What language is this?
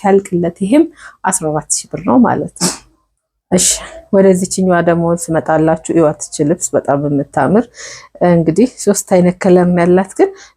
Amharic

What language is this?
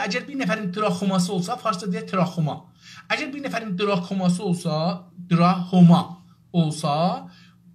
South Azerbaijani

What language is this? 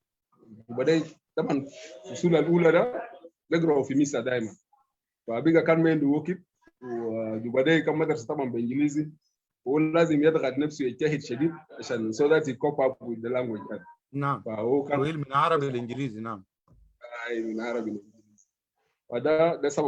Sudanese Arabic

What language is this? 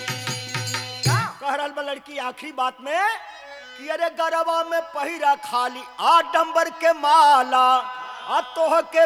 Bhojpuri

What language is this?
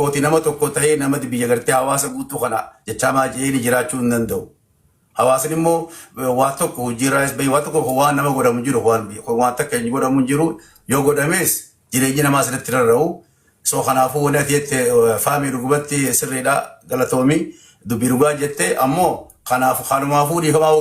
Oromo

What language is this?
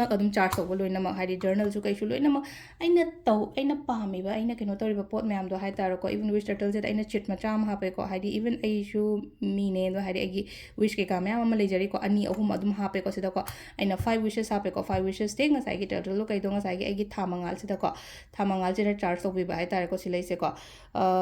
Manipuri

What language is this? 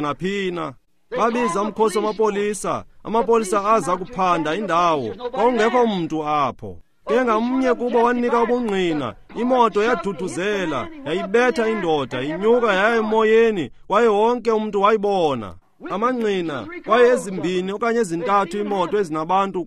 Xhosa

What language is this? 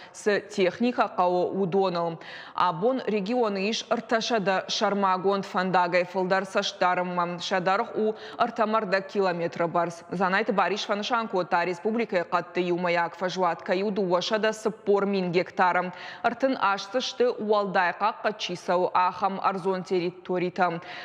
Ossetic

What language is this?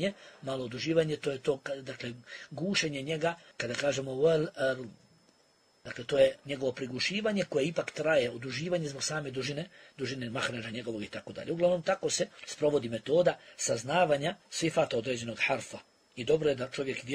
Bosnian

